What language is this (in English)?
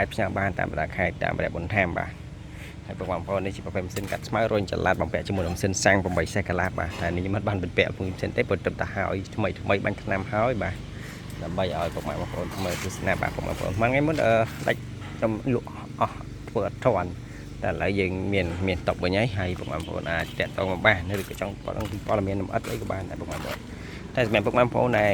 Khmer